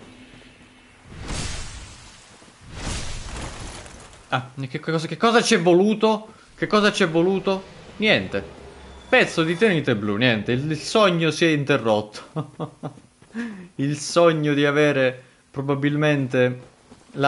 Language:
Italian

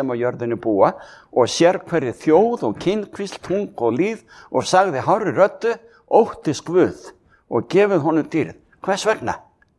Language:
Icelandic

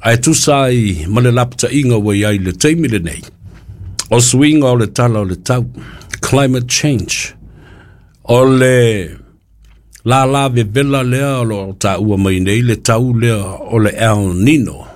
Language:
Samoan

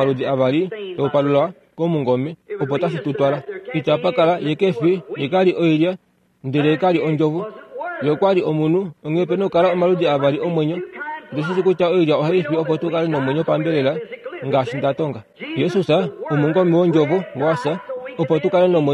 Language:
Kuanyama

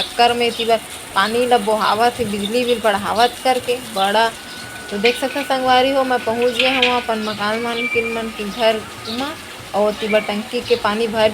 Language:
Chhattisgarhi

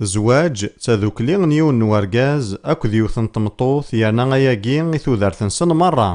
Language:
Kabyle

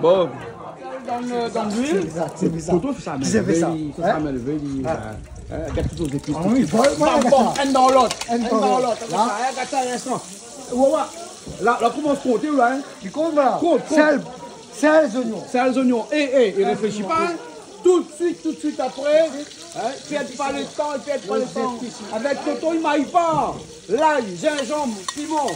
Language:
Réunion Creole French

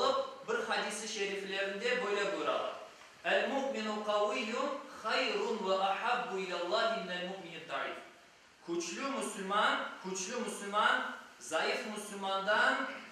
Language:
Crimean Tatar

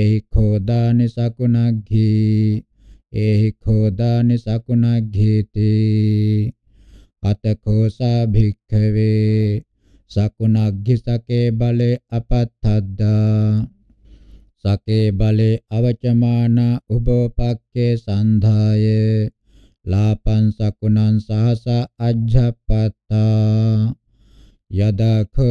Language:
Pali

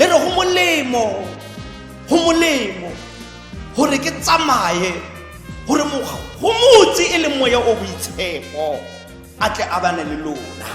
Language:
Tswana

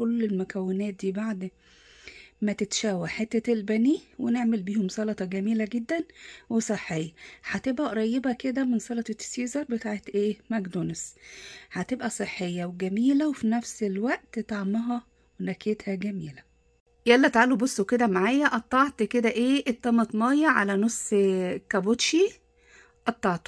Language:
Egyptian Arabic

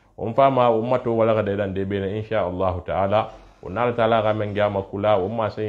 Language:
Susu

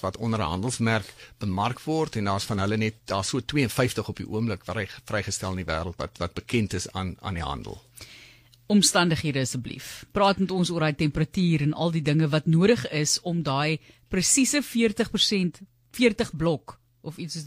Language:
Afrikaans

